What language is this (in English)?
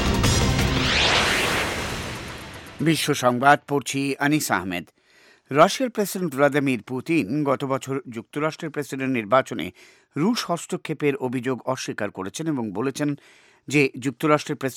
Bangla